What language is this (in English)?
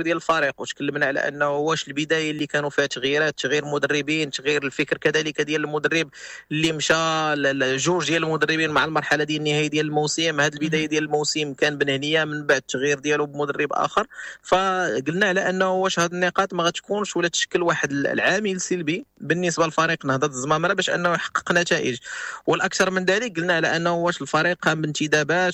Moroccan Arabic